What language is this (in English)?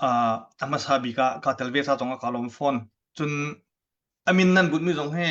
Hakha Chin